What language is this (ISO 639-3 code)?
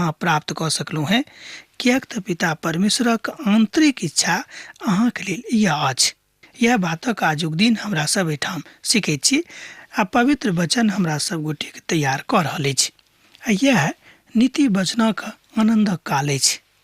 mai